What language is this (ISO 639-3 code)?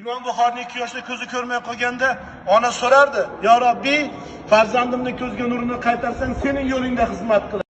uzb